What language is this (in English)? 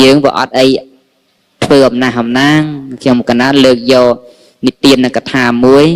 Khmer